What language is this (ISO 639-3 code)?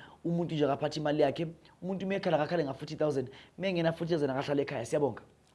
zul